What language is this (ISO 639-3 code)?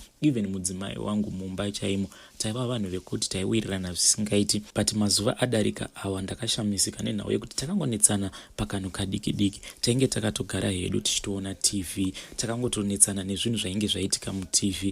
sna